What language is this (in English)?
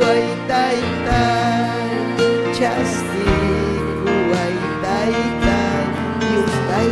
Ayacucho Quechua